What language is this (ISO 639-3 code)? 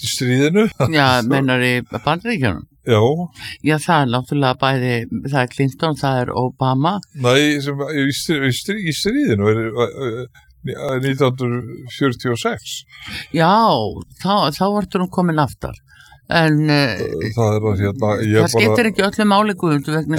isl